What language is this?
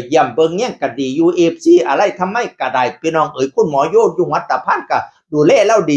Northeastern Thai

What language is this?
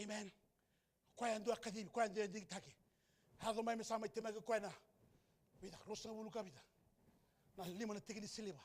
Fijian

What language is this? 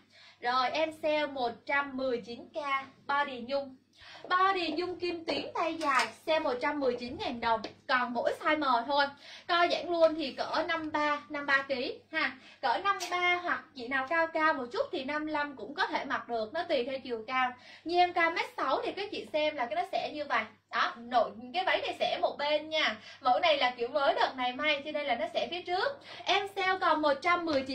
Vietnamese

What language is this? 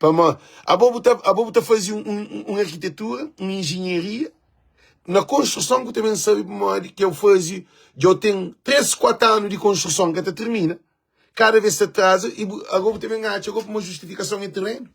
Kabuverdianu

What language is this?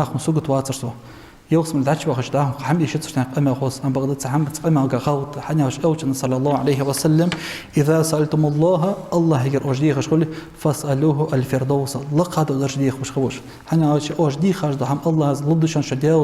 Ingush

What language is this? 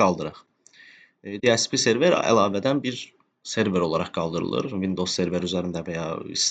Azerbaijani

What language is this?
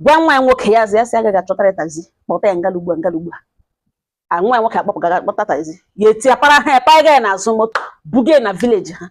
Igbo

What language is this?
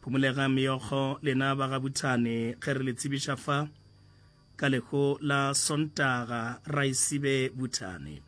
Northern Sotho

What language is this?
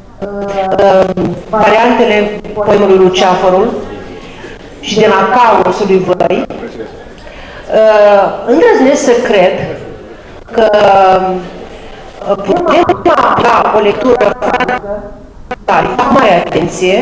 Romanian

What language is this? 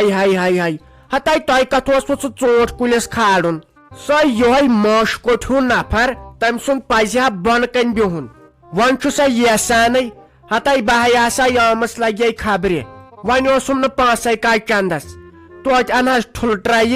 Kashmiri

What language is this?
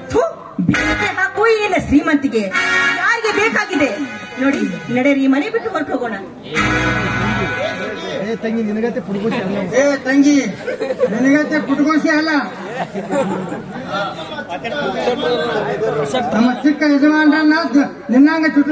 Kannada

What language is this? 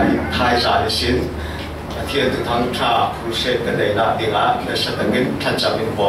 Falam Chin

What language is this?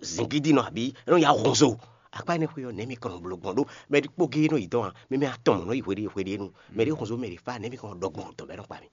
Fon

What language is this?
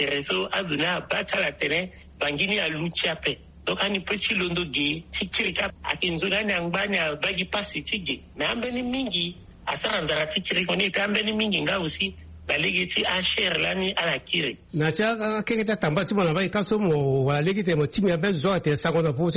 Sango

